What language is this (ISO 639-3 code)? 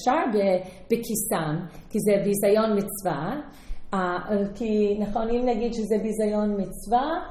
heb